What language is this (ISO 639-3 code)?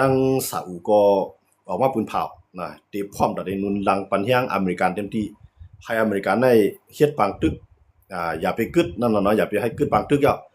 shn